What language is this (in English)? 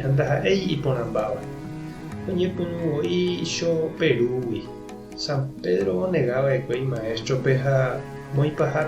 Guarani